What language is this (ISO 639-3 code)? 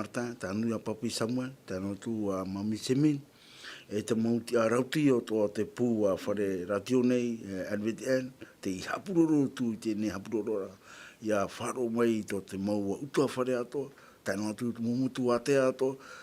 tah